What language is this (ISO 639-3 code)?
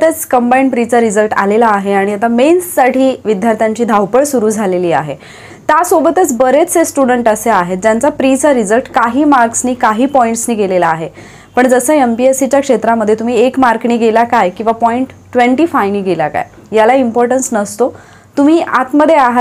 mar